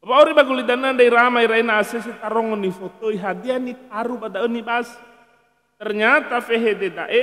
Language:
Nias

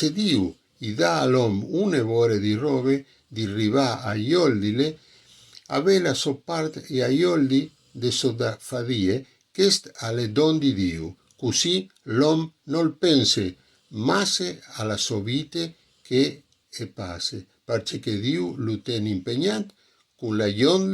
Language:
Friulian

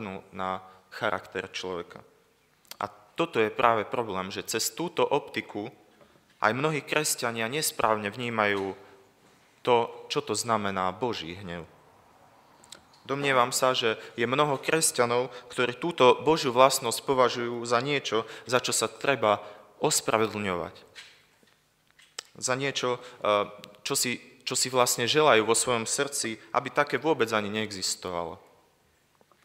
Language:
Slovak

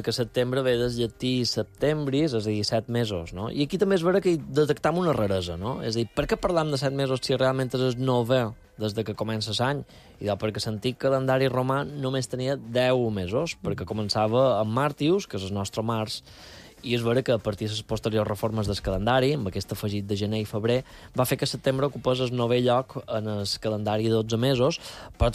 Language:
Catalan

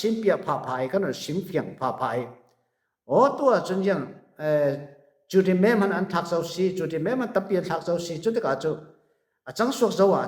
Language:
Falam Chin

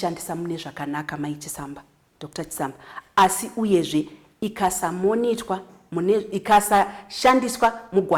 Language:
Shona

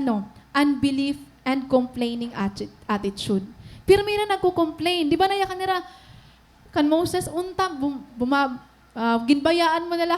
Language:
Waray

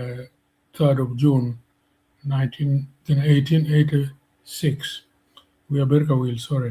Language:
Acoli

